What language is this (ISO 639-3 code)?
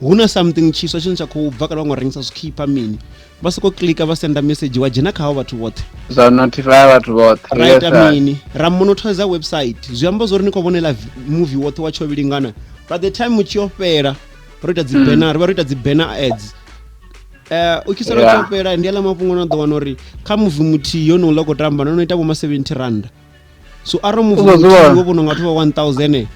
ven